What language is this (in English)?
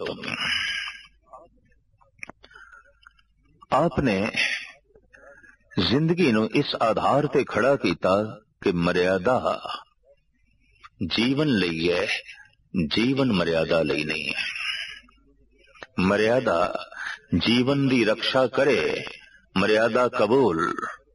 Punjabi